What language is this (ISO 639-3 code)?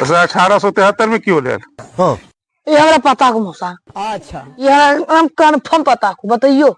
mag